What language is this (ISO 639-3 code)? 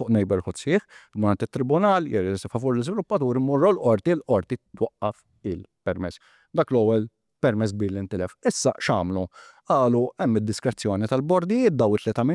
mlt